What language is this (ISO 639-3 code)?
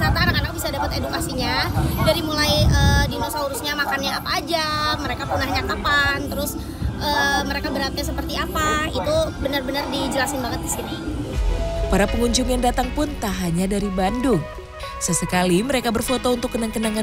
ind